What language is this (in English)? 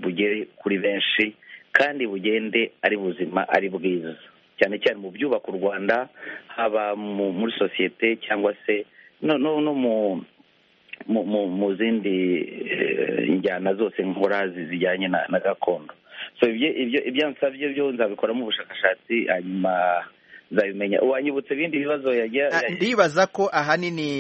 Kinyarwanda